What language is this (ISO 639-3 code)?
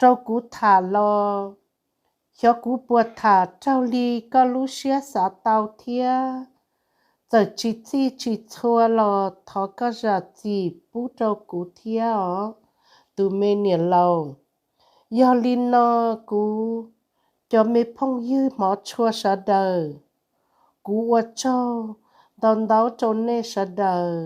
hmn